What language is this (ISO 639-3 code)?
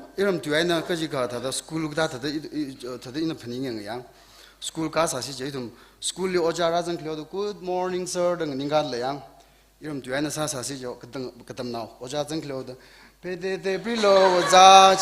nmf